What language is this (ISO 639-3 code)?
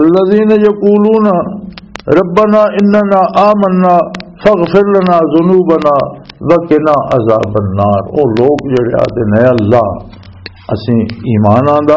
lah